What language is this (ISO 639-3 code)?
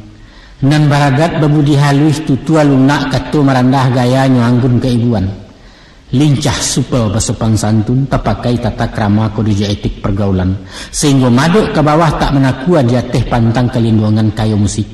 min